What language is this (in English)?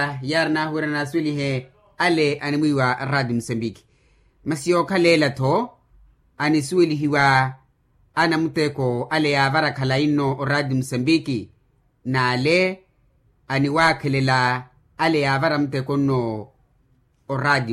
Makhuwa